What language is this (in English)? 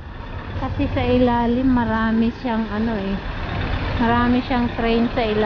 Filipino